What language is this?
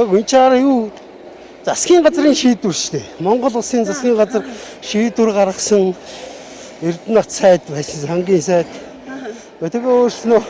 Mongolian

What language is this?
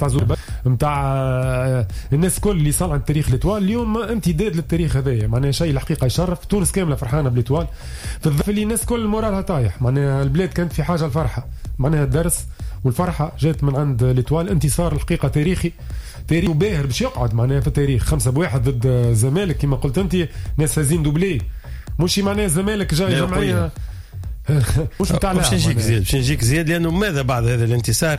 Tunisian Arabic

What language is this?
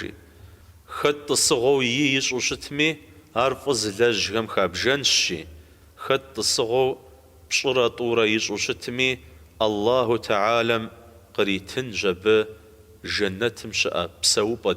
Kabardian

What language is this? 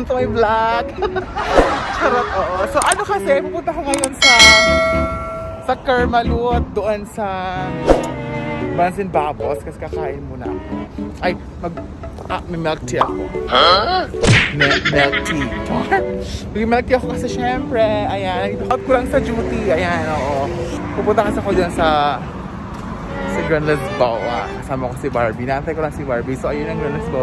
Filipino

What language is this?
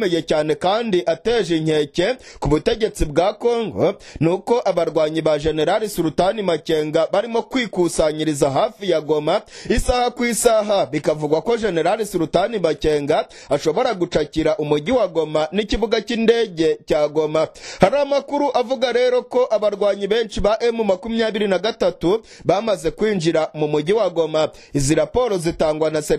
Kinyarwanda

